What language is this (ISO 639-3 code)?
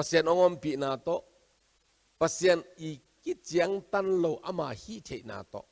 ctd